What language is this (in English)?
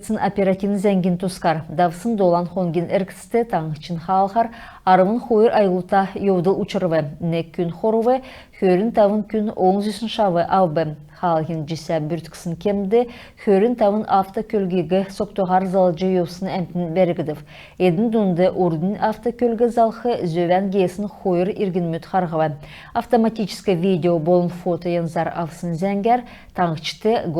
Kalmyk